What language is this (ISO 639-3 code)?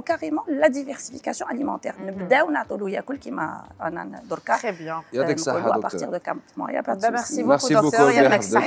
arq